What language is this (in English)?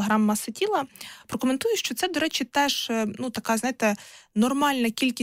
Ukrainian